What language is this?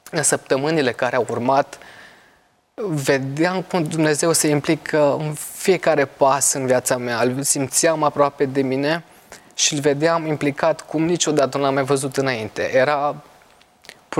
Romanian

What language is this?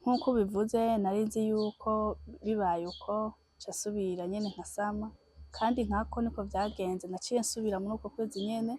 Rundi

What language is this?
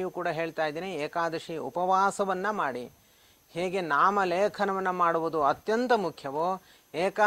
Kannada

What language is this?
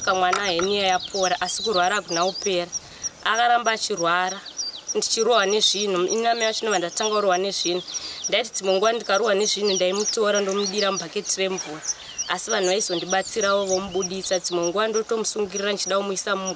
Shona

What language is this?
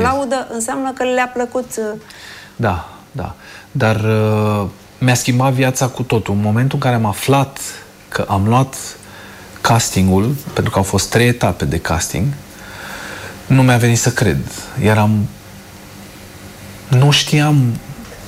Romanian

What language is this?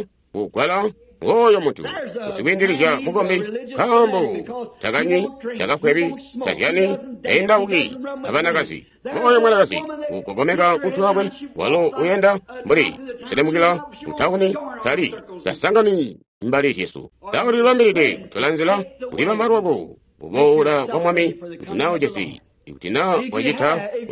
Tonga (Zambia)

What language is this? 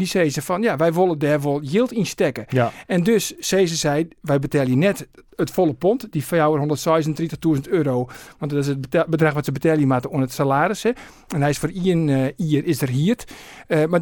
Western Frisian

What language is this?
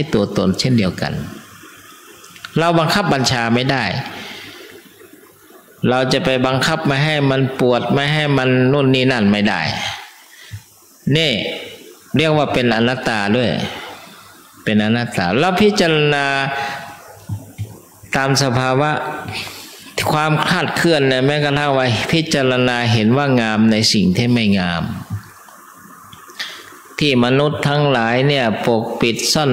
Thai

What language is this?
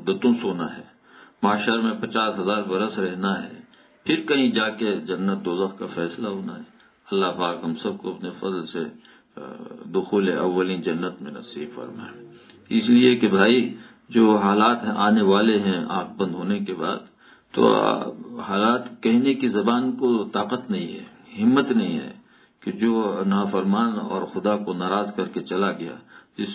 Urdu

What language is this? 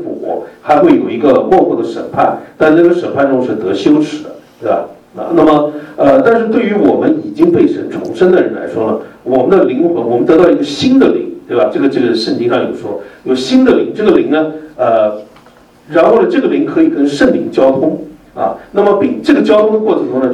Chinese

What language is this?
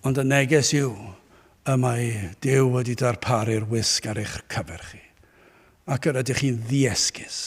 Welsh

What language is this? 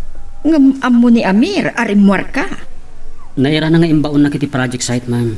Iloko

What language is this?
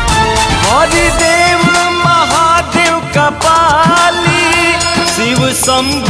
Bhojpuri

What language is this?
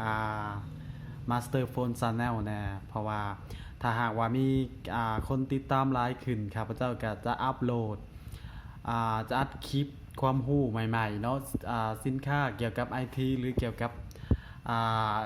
Lao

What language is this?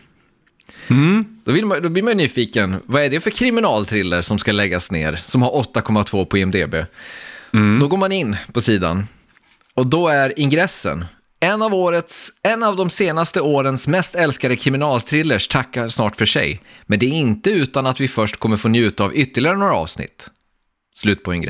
Swedish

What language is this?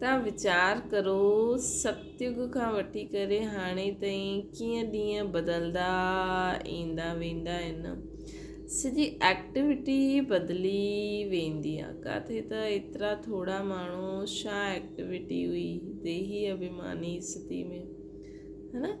Sindhi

